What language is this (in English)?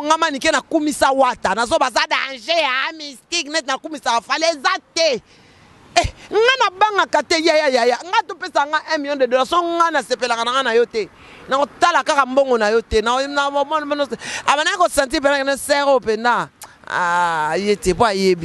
Lingala